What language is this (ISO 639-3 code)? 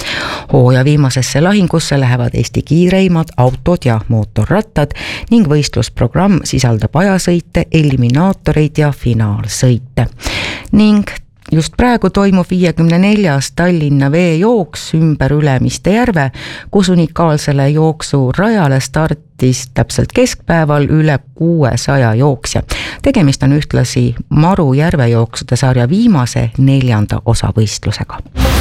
est